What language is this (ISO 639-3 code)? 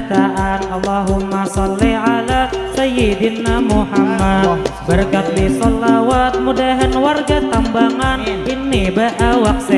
bjn